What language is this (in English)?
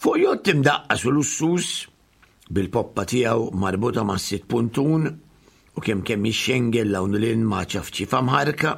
Maltese